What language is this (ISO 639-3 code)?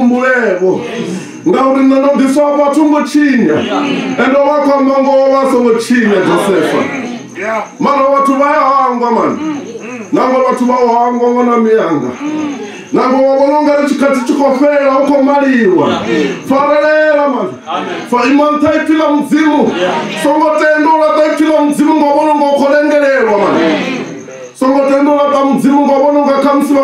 ven